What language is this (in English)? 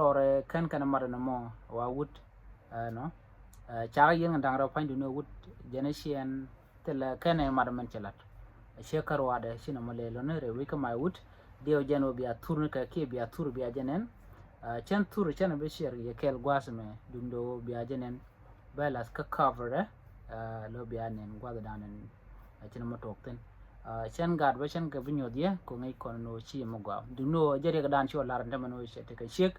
Nuer